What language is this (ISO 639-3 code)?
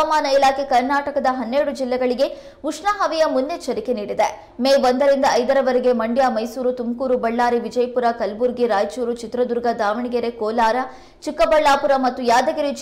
kan